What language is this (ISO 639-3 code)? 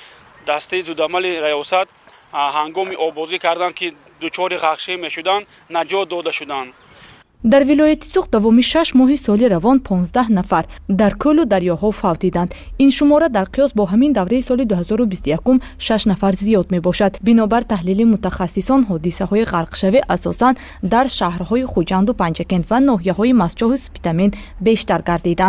tgk